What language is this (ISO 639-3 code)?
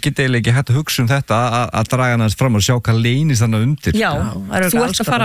isl